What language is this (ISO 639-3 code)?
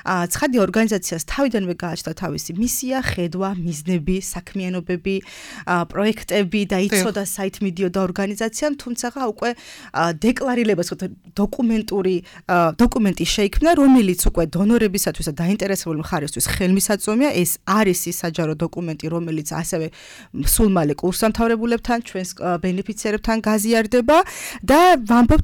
kat